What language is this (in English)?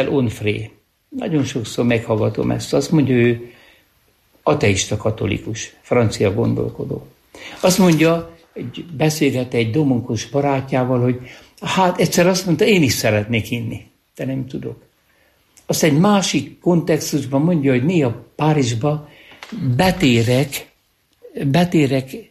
Hungarian